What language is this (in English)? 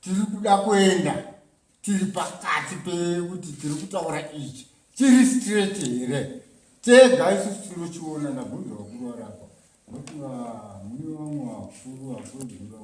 Shona